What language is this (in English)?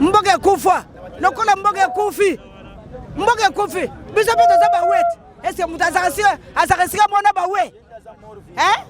Lingala